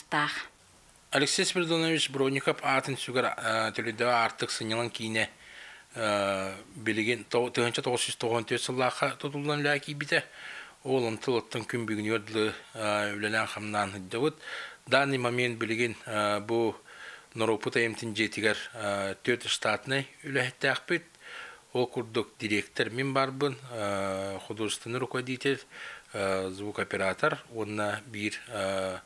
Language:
Yakut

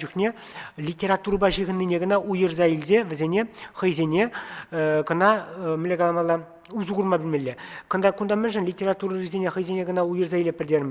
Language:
Chuvash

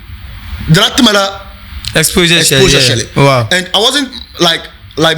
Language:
Dagbani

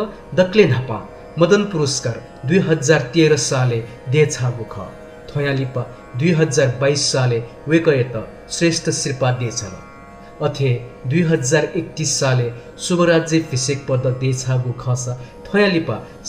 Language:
Newari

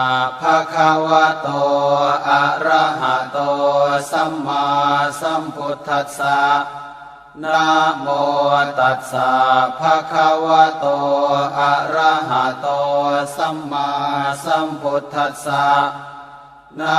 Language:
Pali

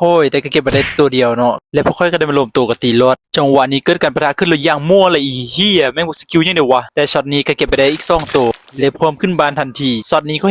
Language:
Lao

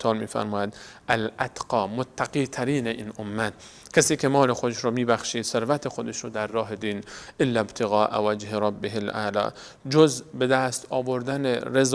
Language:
Persian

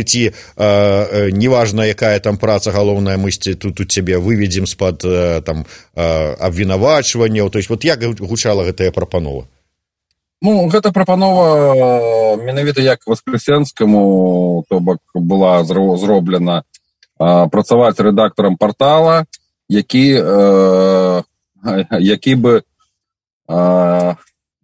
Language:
Belarusian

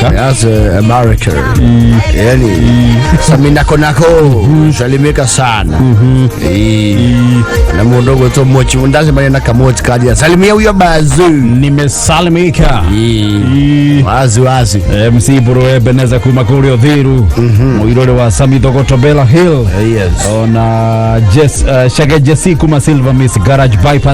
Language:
Kikuyu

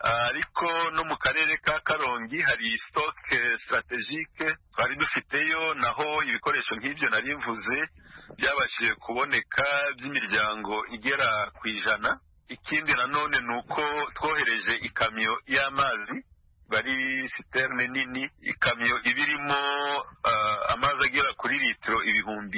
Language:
Kinyarwanda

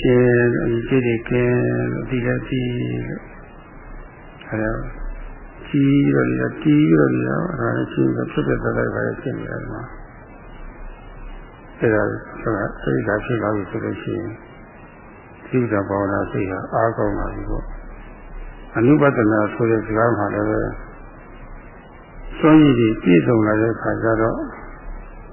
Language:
Burmese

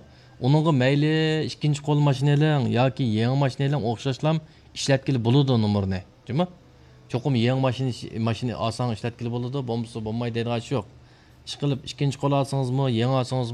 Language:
Uyghur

